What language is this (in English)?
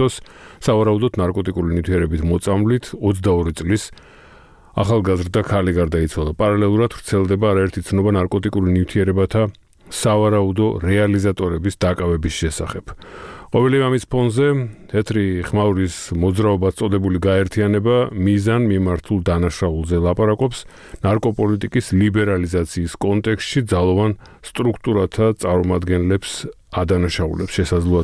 Georgian